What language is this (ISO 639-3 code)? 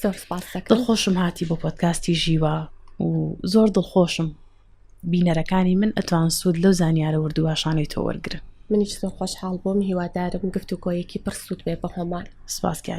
ckb